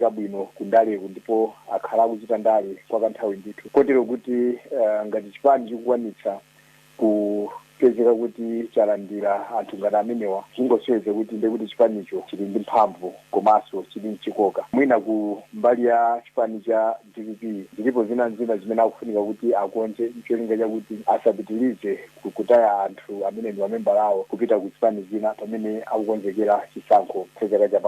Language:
Nyanja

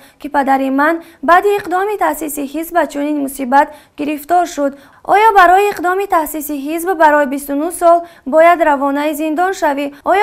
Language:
Tajik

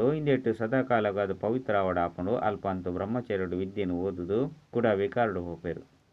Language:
Tulu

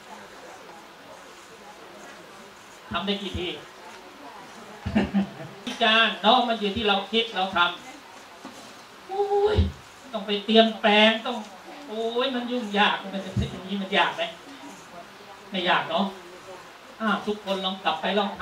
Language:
Thai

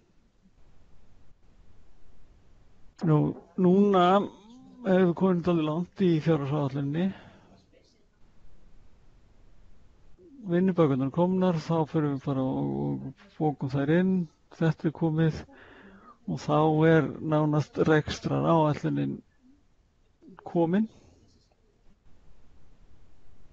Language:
Icelandic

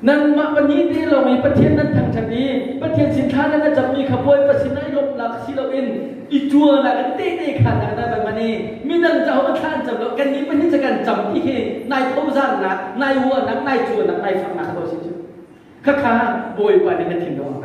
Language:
Hakha Chin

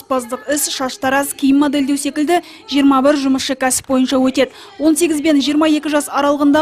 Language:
Kazakh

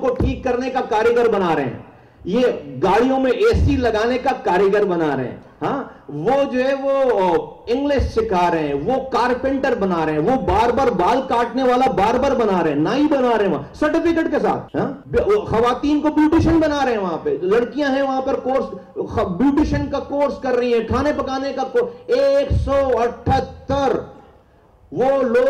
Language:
Urdu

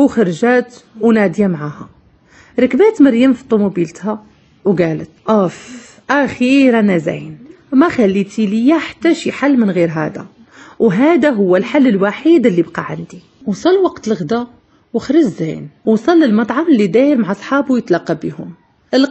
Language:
Moroccan Arabic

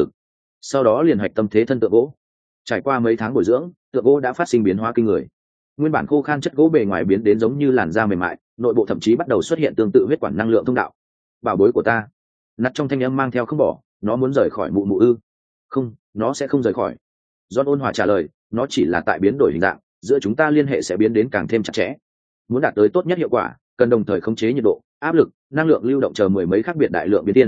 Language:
Vietnamese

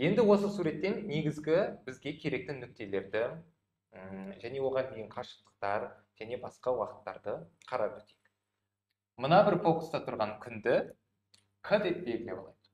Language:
Kazakh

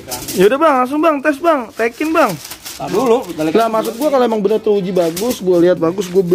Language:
Betawi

